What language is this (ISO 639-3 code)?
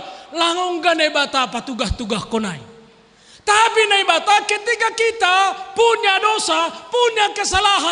bts